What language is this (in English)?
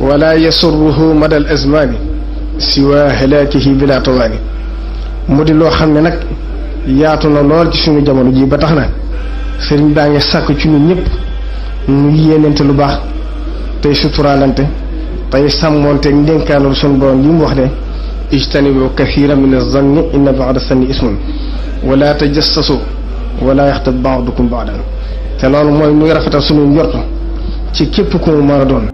Wolof